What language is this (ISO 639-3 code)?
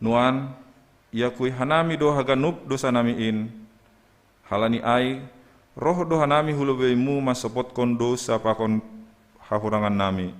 bts